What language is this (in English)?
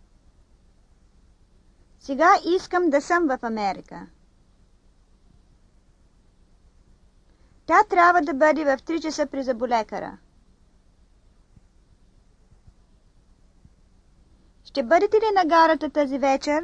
Bulgarian